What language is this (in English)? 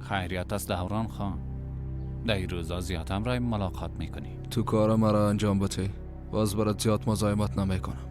Persian